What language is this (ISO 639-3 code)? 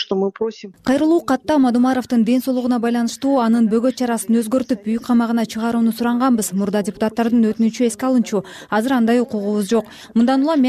kir